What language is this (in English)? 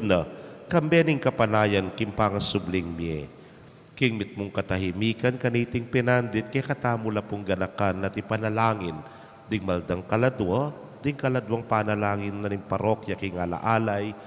Pampanga